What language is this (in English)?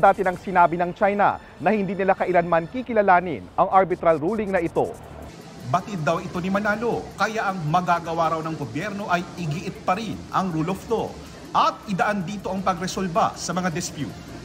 Filipino